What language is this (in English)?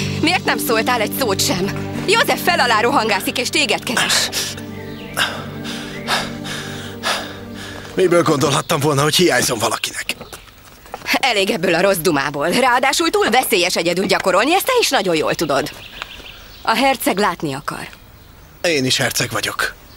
Hungarian